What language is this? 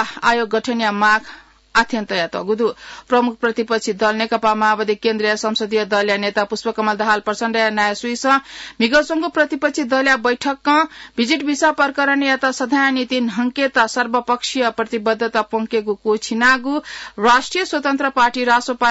Newari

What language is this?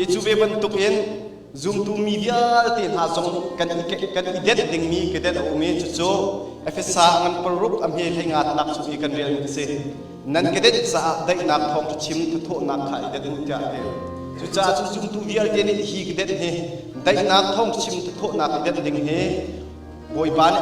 Hakha Chin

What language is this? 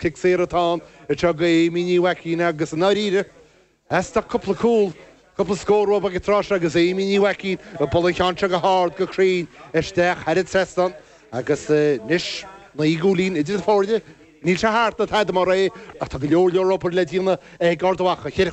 Irish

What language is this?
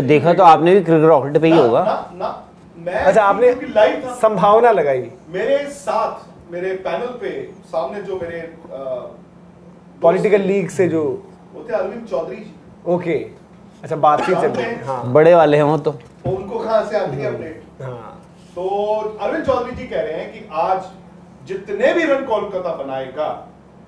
Hindi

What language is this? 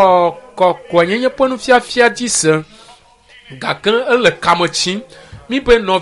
Ewe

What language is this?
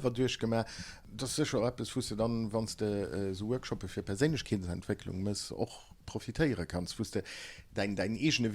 Luxembourgish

